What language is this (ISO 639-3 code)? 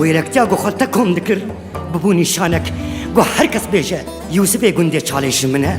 kur